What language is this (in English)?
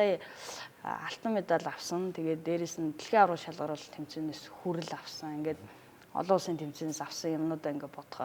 Mongolian